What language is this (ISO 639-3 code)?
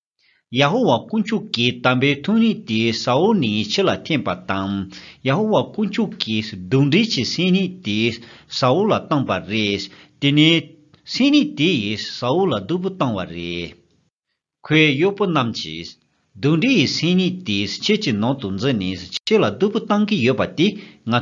bod